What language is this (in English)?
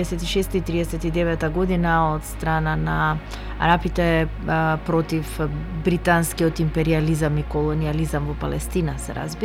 Macedonian